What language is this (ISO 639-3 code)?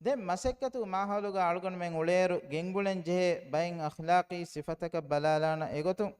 div